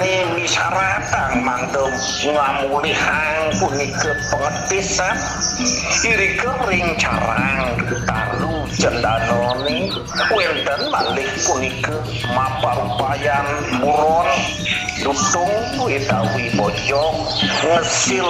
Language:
Balinese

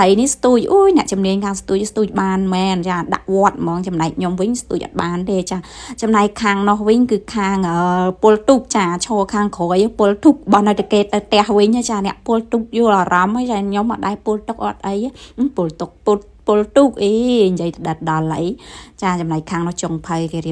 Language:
Khmer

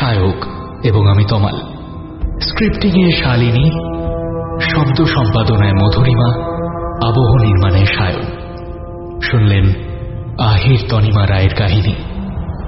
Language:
Bangla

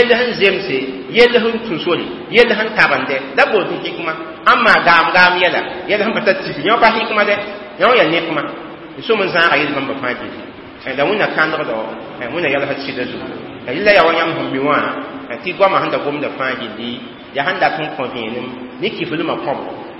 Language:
Mossi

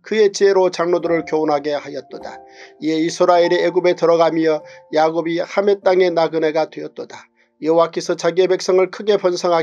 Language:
Korean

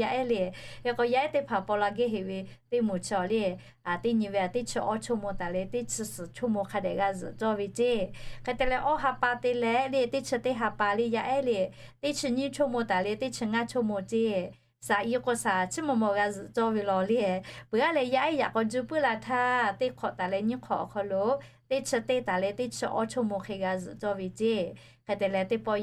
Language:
Lahu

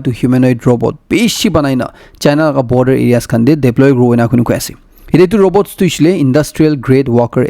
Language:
Naga Pidgin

